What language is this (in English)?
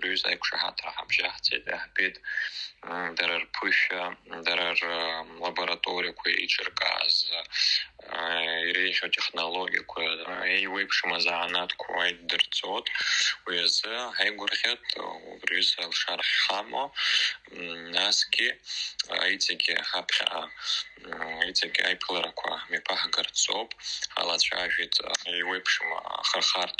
Abkhazian